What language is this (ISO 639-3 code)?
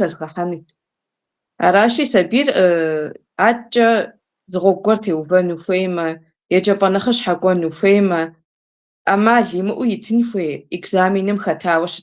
kbd